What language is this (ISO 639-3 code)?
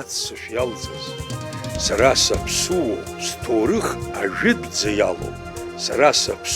abk